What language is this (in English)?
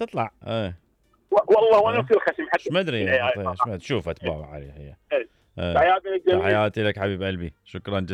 Mesopotamian Arabic